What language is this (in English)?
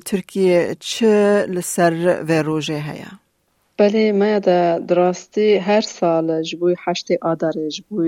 Kurdish